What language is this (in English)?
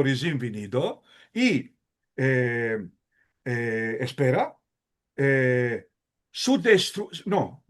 Ladino